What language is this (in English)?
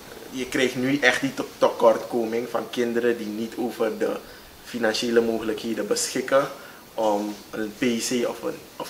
Dutch